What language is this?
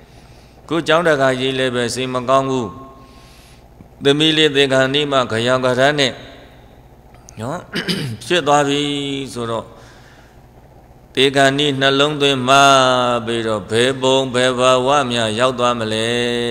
Burmese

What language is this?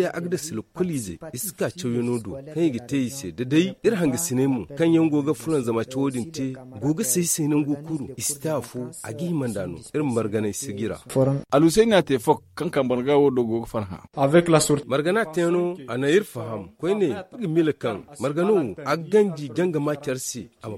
Zarma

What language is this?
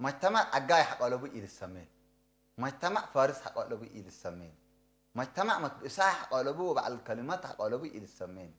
Tigre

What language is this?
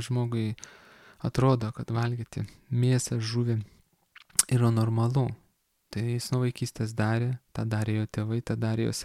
Lithuanian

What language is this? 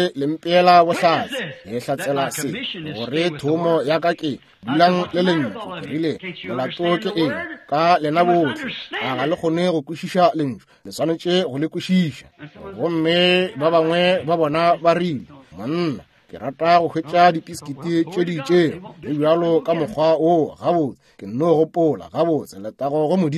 Northern Sotho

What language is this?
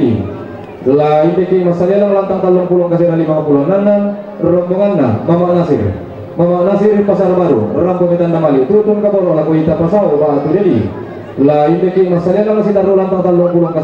Toraja-Sa'dan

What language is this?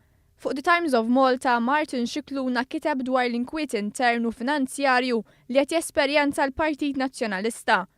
Maltese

